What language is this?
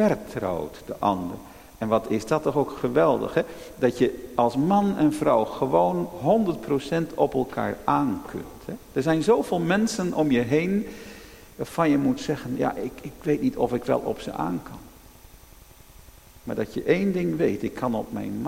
Dutch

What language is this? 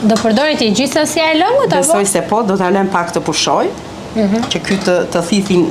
Albanian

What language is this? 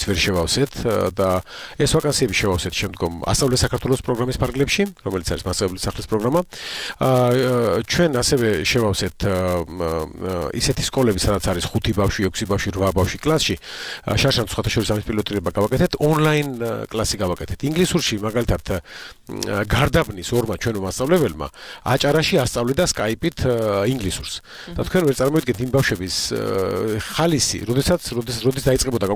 Georgian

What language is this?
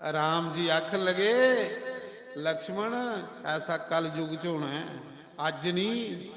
Dogri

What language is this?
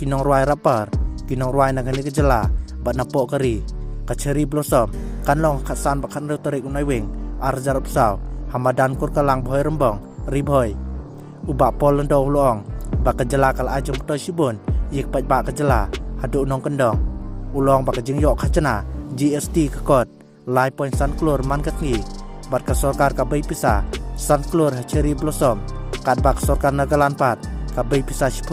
Khasi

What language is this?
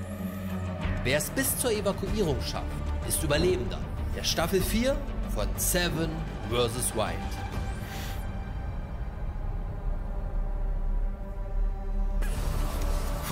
German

